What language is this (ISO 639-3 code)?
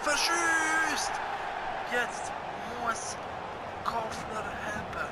gsw